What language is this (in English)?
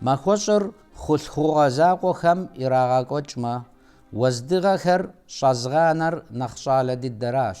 Kabardian